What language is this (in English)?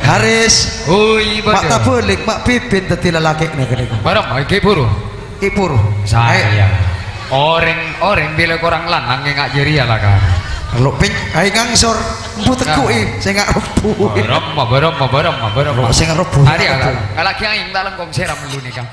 Madurese